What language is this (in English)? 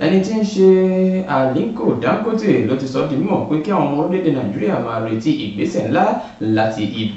Yoruba